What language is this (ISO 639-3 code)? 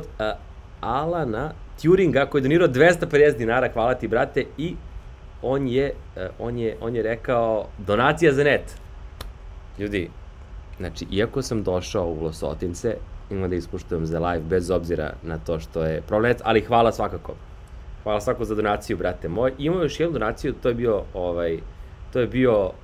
srp